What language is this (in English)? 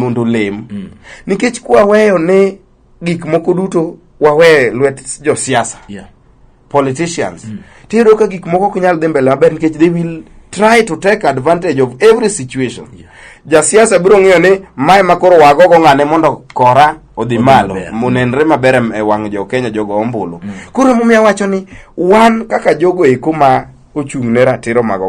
Luo (Kenya and Tanzania)